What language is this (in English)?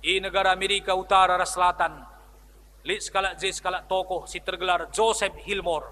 Batak Karo